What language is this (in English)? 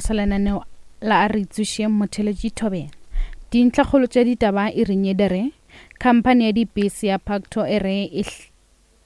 Northern Sotho